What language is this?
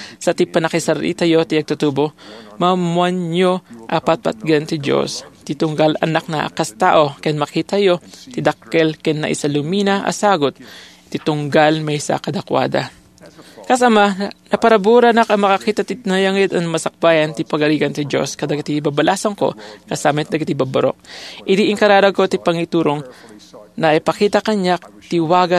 Iloko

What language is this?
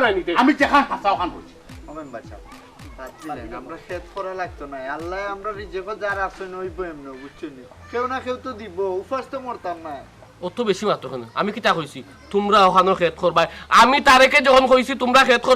Sylheti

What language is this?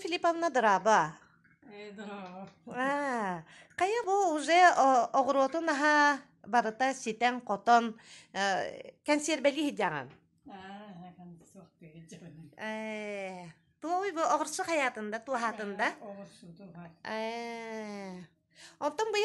Yakut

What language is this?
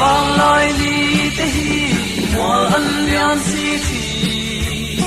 Hmar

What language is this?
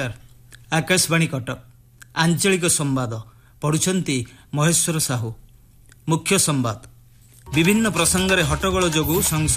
Odia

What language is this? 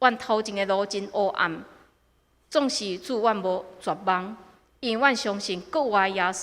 Min Nan Chinese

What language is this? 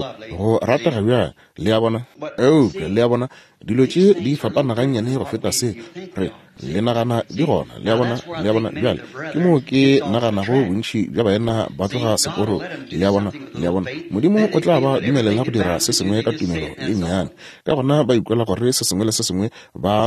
Northern Sotho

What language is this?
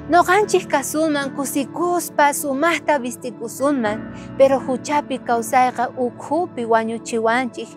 South Bolivian Quechua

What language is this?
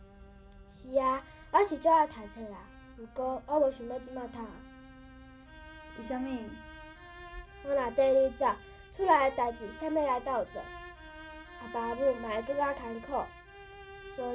Min Nan Chinese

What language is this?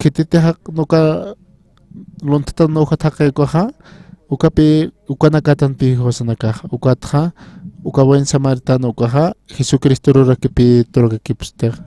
Aymara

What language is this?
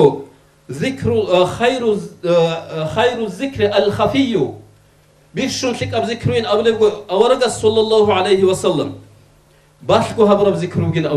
Avaric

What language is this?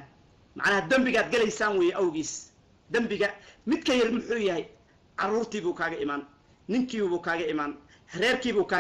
Somali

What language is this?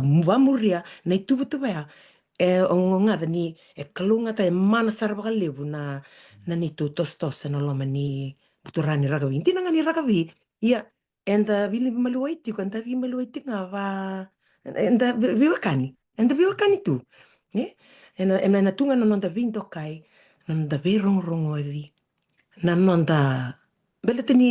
Fijian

